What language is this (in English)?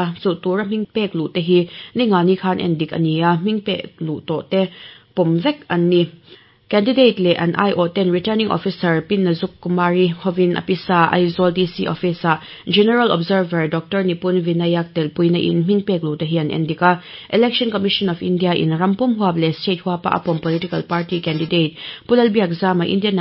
Mizo